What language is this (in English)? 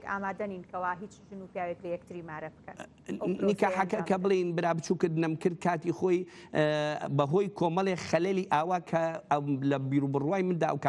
Central Kurdish